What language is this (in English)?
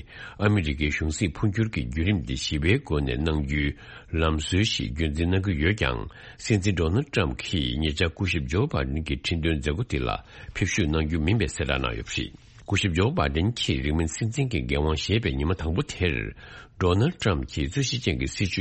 Tibetan